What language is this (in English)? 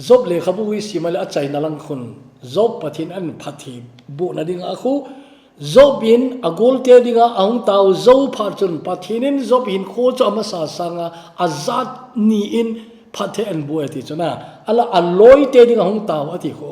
Thado Chin